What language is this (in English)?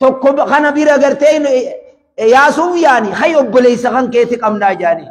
Oromo